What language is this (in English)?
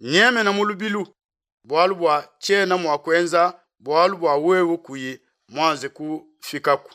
Luba-Lulua